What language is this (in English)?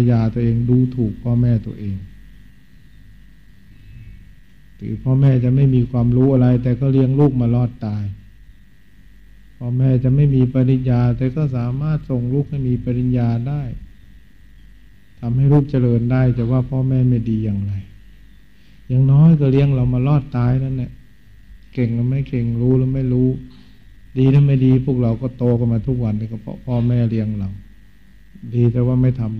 Thai